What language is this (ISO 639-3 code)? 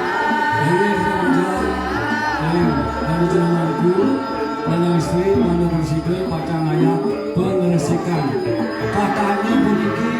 ban